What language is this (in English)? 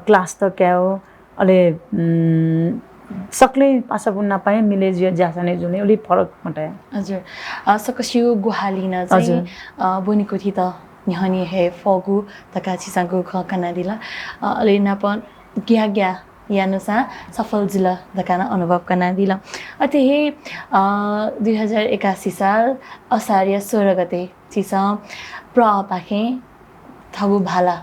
Newari